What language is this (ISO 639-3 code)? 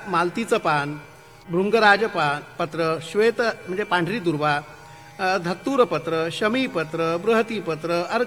mar